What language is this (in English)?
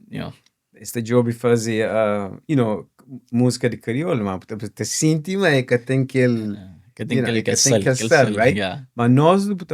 Kabuverdianu